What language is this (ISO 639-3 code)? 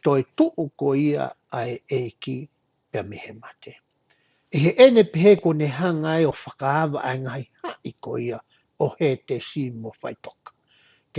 ton